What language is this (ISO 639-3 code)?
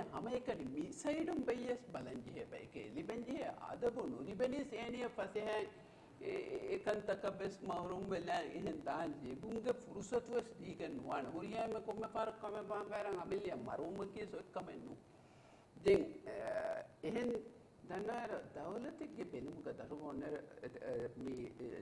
div